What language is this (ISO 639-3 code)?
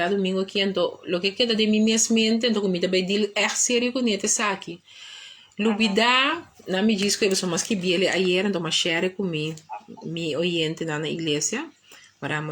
pap